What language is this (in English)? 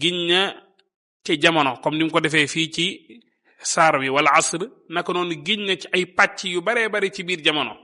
Wolof